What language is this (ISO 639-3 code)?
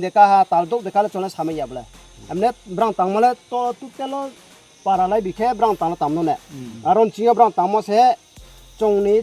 ria